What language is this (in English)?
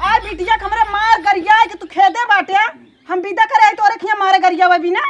Awadhi